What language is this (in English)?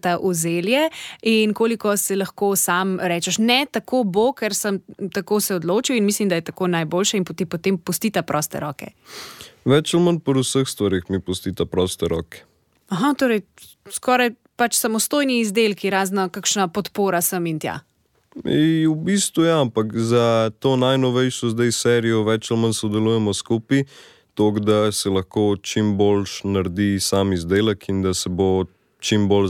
Slovenian